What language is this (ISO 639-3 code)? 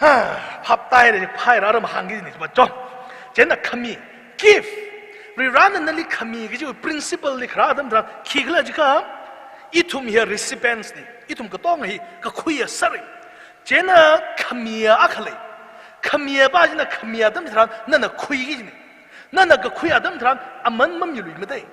nmf